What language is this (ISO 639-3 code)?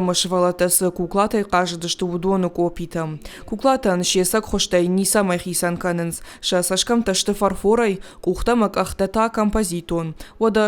oss